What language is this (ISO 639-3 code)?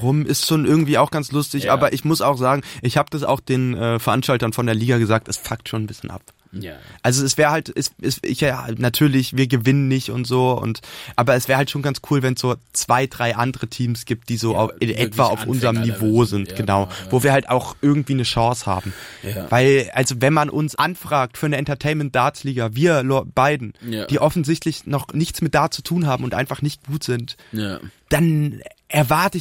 deu